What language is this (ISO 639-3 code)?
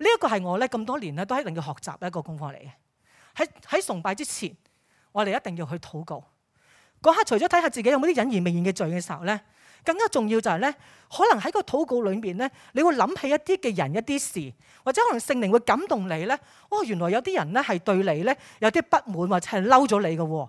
yue